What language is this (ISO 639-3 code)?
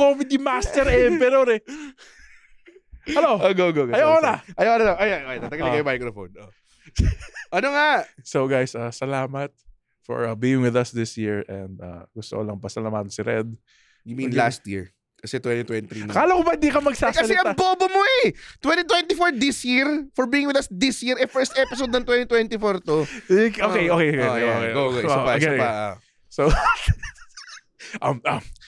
fil